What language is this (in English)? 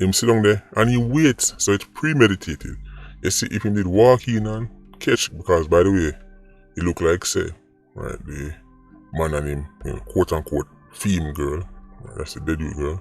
Jamaican Creole English